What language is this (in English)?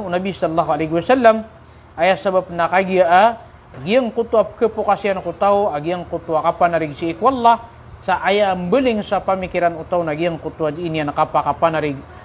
Maranao